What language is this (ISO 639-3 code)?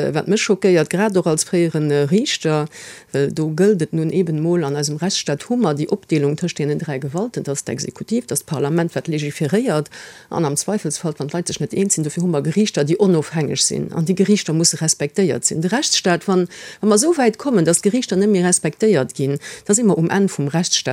ltz